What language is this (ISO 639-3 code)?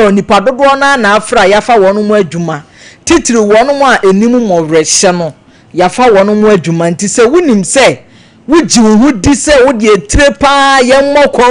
aka